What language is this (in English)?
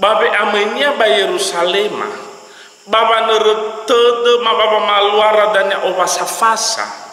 Nias